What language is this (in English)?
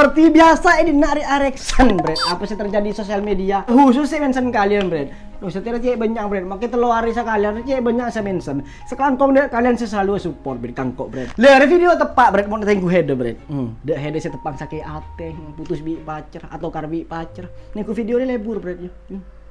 Madurese